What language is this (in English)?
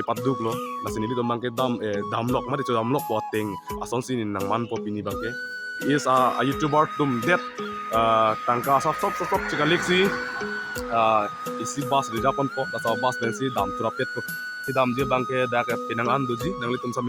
Karbi